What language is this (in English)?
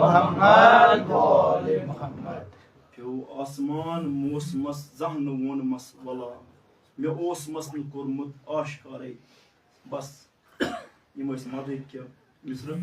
Kashmiri